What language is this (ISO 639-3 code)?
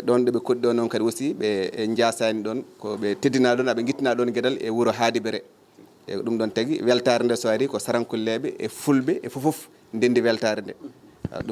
ful